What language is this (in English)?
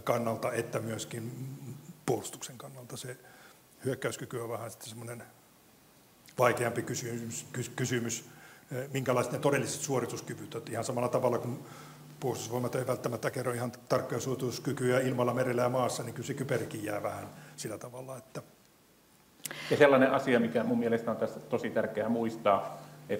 Finnish